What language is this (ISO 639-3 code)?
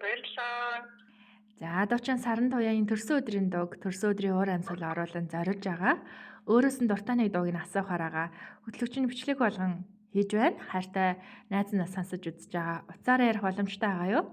mon